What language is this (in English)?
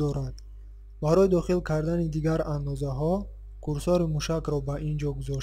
Tajik